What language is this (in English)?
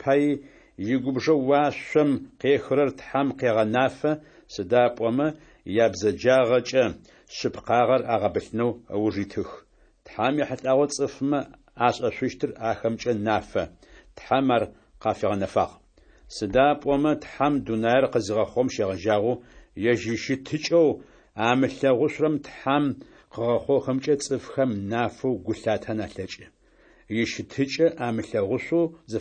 Adyghe